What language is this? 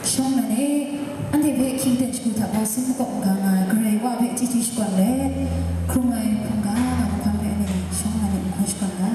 Kachin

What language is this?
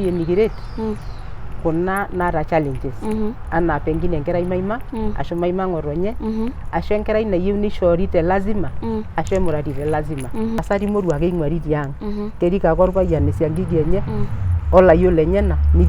Masai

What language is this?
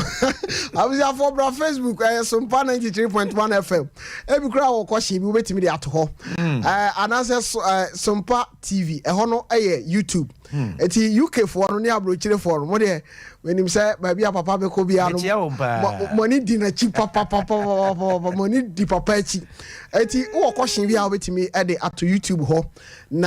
Akan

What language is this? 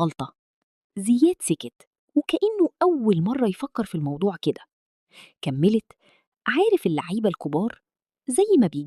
Egyptian Arabic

